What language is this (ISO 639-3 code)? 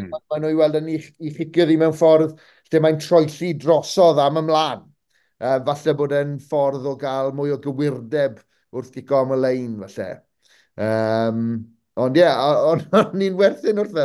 cym